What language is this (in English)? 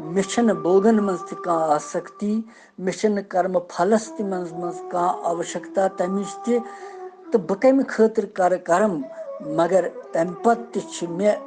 Kashmiri